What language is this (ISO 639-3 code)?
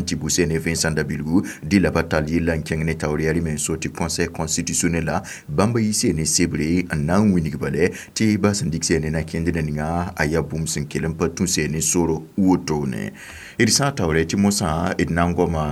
mos